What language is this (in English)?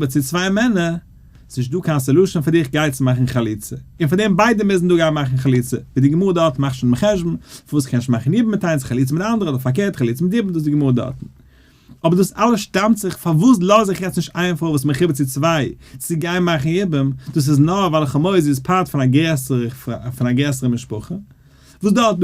Yiddish